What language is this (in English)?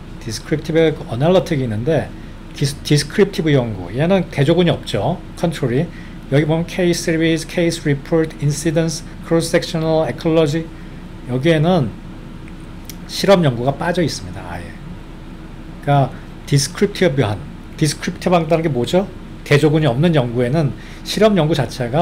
Korean